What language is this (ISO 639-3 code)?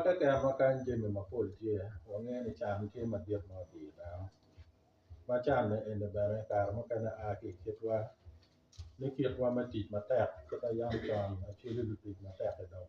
ach